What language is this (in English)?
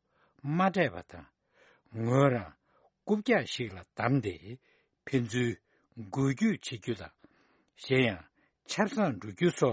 Tibetan